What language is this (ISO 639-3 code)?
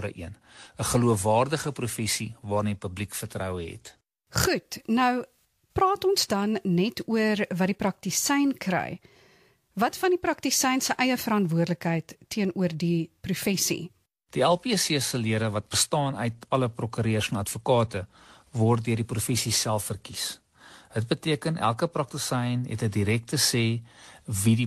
afr